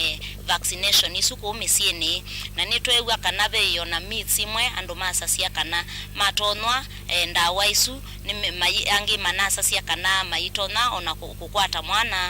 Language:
Kamba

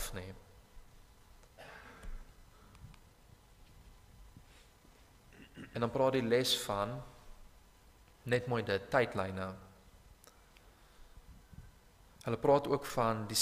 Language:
Afrikaans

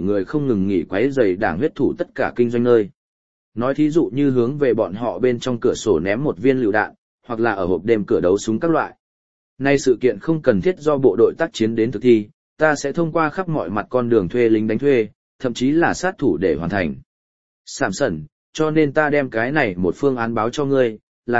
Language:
Vietnamese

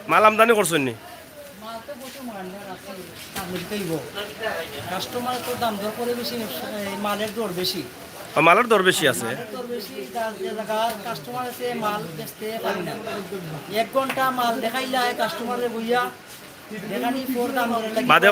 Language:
Sylheti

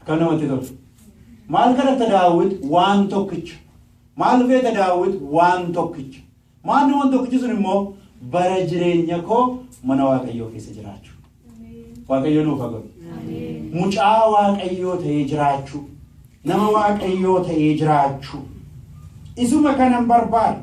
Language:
Oromo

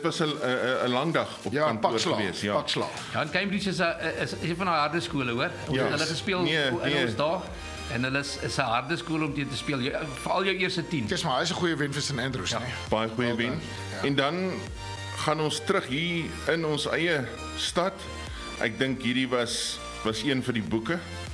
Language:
Afrikaans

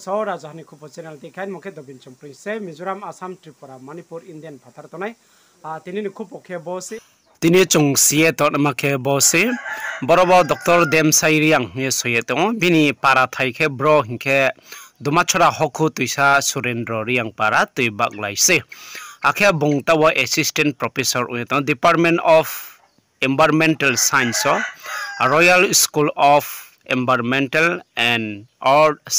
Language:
Riang (India)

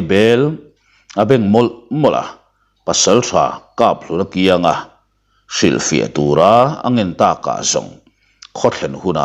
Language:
Mizo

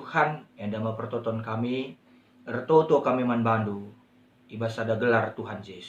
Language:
Batak Karo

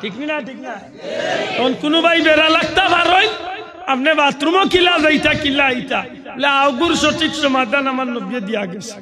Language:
Sylheti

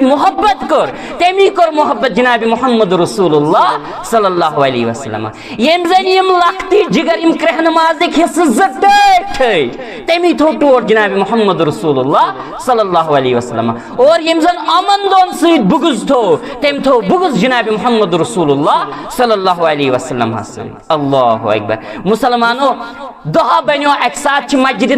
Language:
Kashmiri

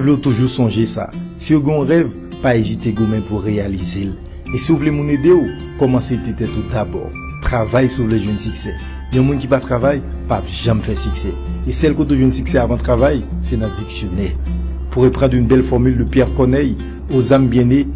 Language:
Haitian Creole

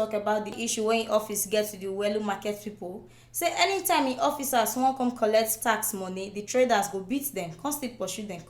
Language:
Nigerian Pidgin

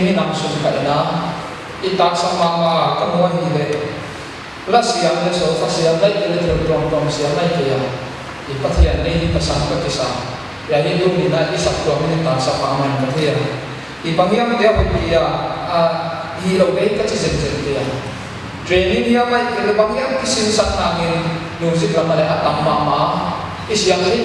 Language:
Paite Chin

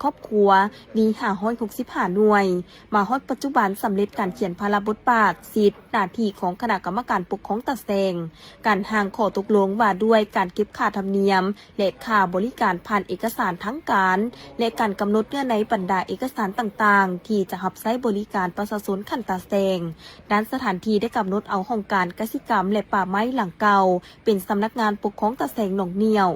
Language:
Lao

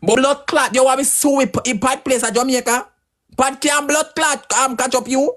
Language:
Jamaican Creole English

